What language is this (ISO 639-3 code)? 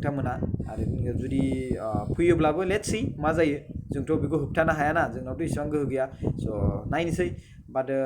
brx